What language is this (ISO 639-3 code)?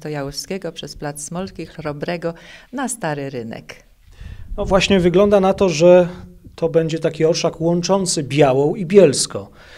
pol